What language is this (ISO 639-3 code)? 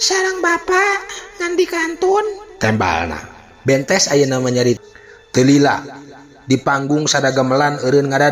sun